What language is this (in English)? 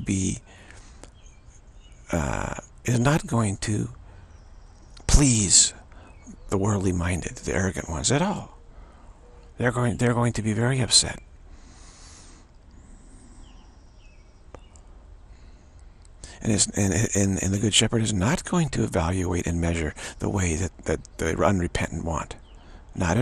English